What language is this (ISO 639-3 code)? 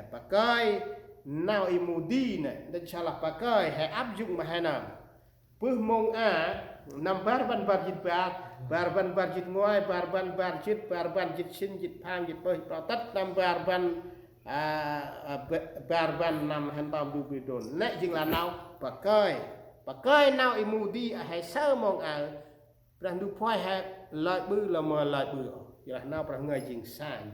cmo